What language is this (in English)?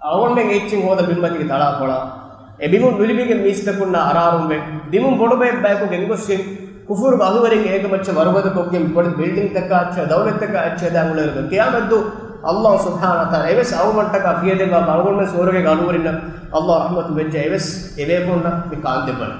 Divehi